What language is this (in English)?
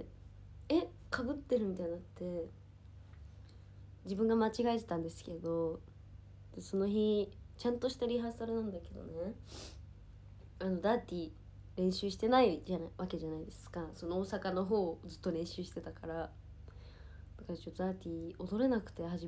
Japanese